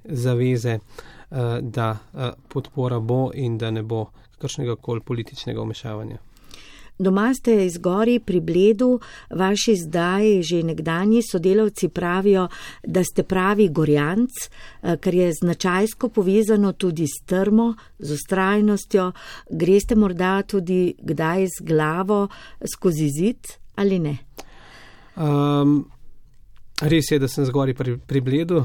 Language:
Slovenian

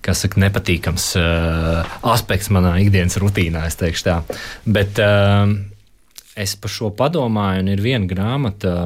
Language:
Latvian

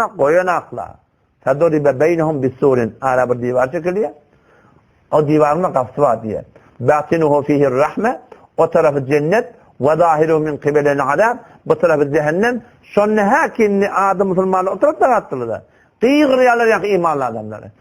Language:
Turkmen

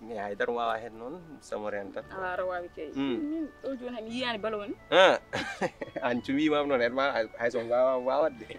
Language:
Fula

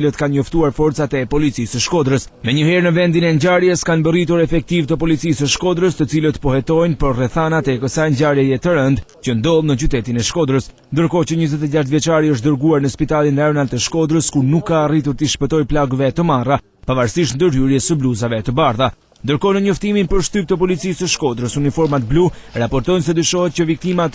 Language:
Albanian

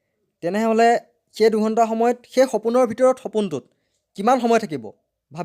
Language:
Assamese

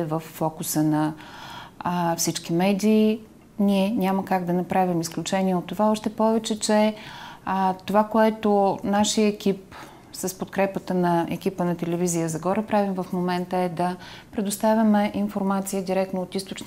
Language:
Bulgarian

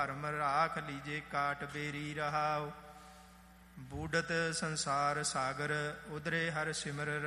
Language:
Punjabi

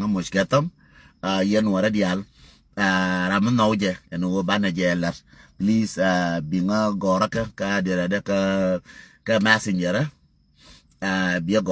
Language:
Nuer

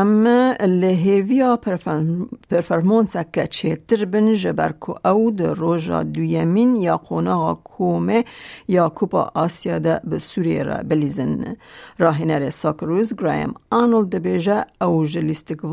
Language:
Kurdish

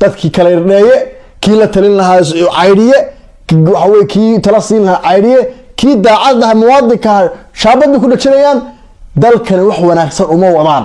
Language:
Somali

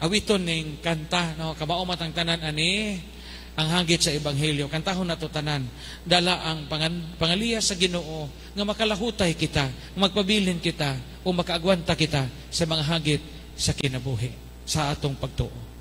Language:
Cebuano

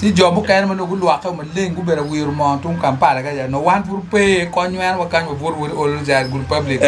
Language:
Acoli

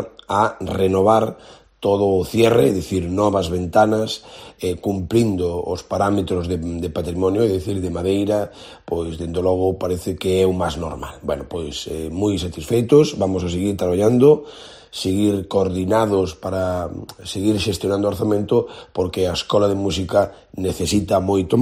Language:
Galician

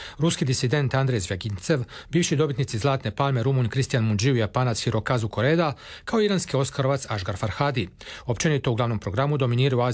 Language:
Croatian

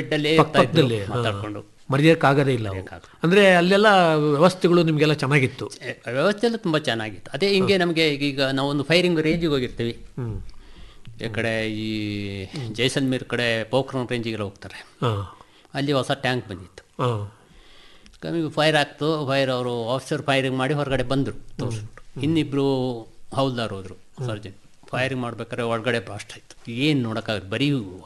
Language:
Kannada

